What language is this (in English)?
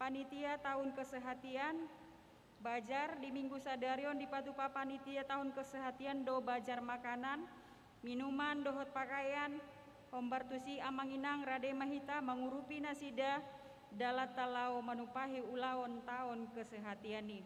Batak Toba